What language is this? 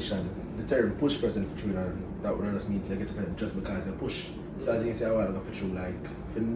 Jamaican Creole English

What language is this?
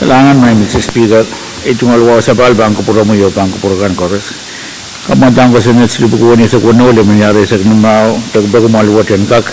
Pohnpeian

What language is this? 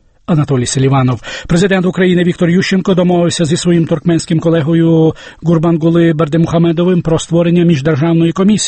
Ukrainian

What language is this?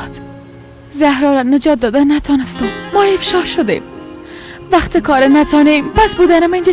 Persian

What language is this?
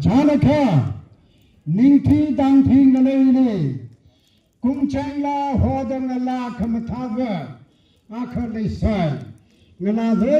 Tangkhul Naga (India)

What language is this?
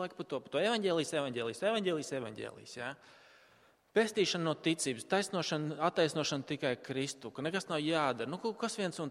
Latvian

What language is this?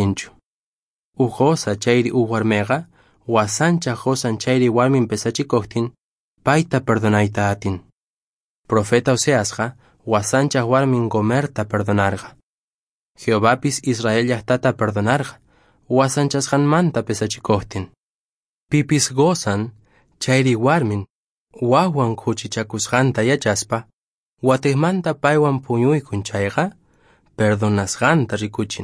Quechua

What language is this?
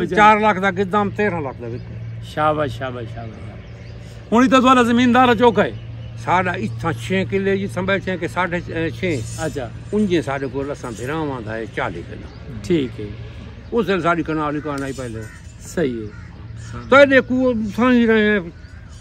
Saraiki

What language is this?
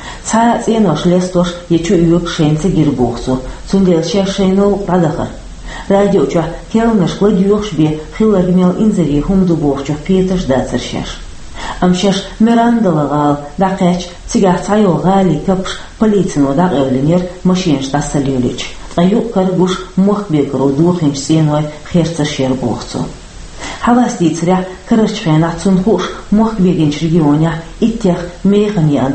Chechen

